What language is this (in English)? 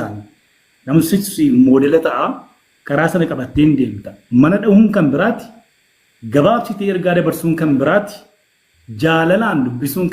Oromo